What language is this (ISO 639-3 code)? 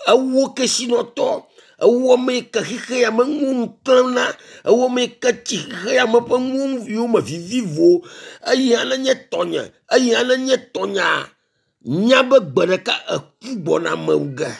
ewe